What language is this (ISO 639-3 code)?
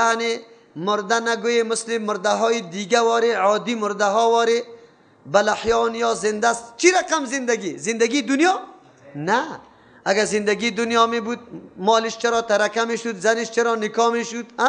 fas